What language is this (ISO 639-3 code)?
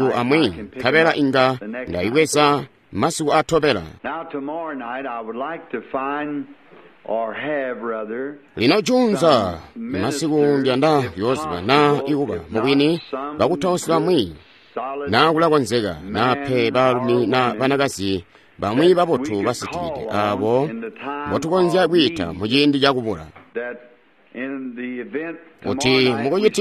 toi